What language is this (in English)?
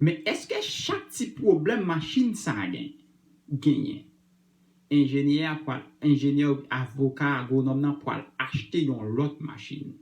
Haitian Creole